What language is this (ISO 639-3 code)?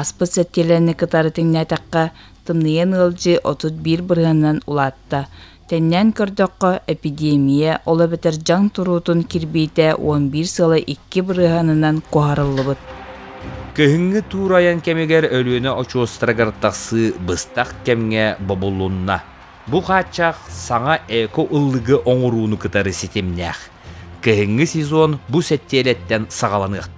sah